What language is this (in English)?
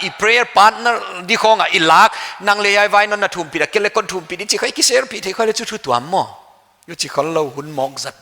Paite Chin